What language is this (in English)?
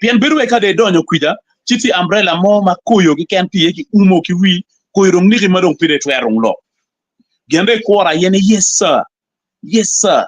Acoli